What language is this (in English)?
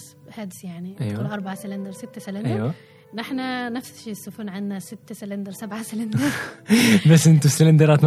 Gulf Arabic